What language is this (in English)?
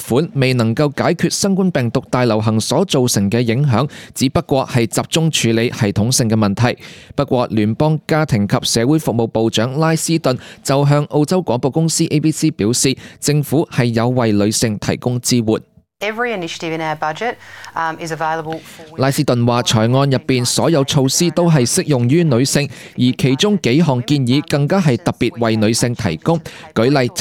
Cantonese